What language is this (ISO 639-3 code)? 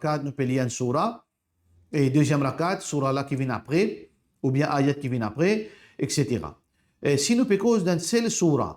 mfe